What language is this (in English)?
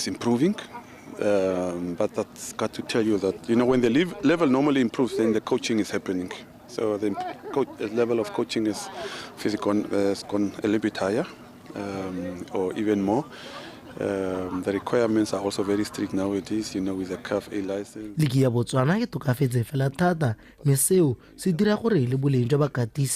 Tswana